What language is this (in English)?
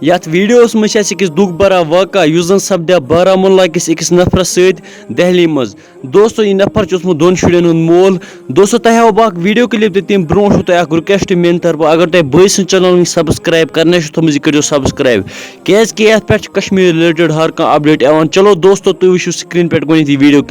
Kashmiri